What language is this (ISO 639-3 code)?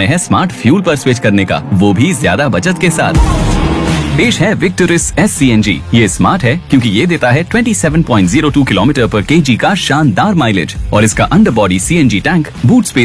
hin